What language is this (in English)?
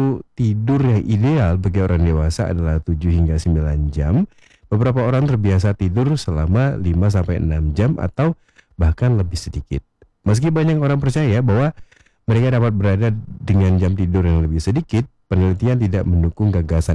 Indonesian